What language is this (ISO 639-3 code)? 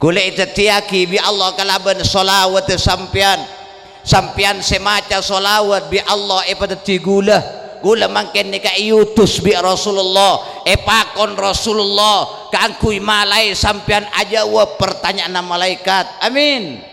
mad